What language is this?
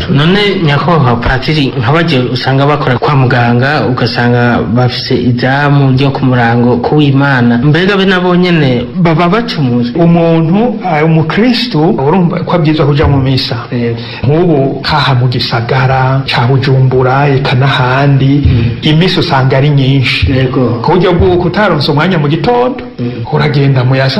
Rundi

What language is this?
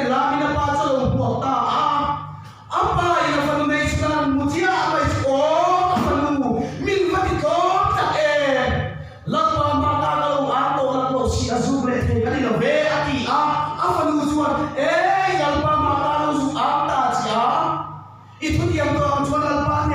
Mizo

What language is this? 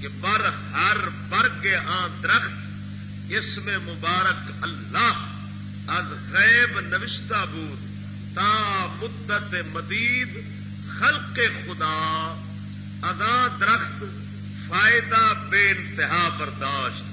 Saraiki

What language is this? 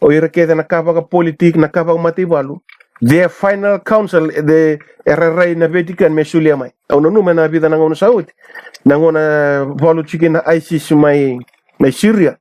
Fijian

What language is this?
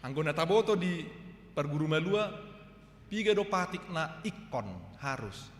Batak Toba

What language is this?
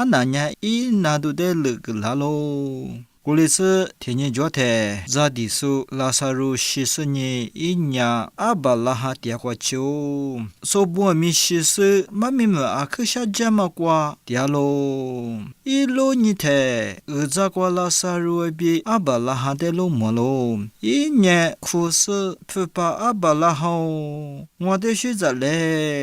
Lisu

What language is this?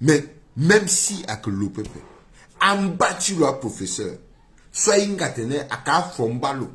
Sango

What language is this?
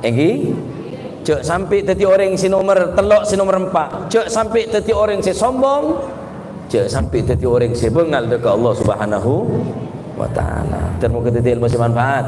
Madurese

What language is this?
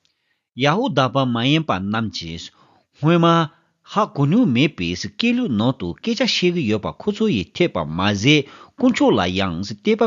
Tibetan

